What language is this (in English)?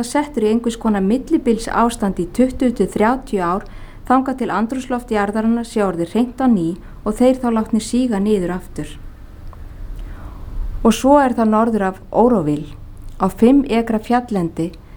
Icelandic